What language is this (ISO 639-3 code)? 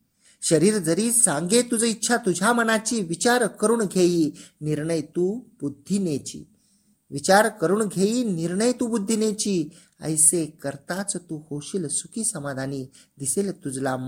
mar